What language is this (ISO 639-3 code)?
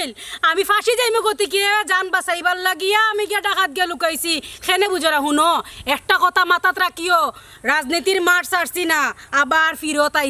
syl